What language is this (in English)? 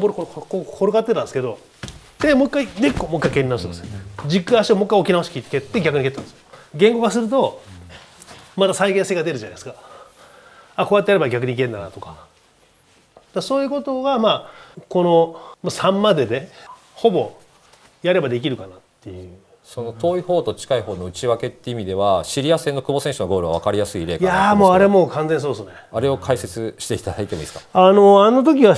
Japanese